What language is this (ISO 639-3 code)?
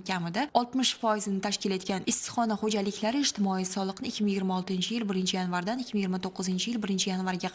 uzb